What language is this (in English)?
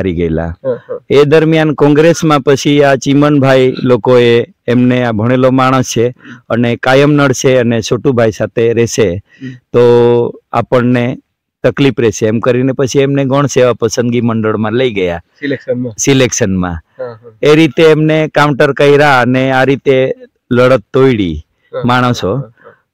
Gujarati